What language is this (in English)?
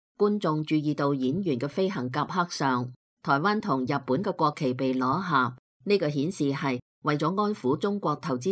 Cantonese